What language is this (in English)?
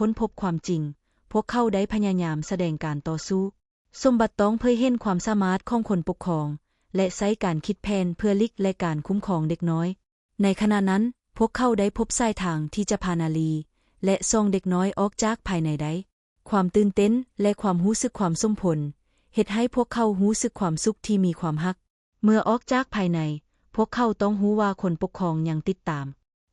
Lao